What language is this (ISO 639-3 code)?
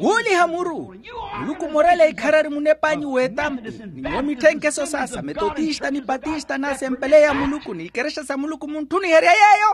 vmw